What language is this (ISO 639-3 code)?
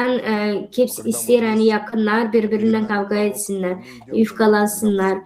gag